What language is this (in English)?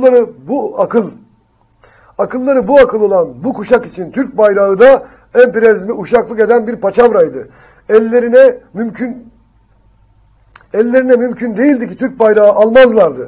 Turkish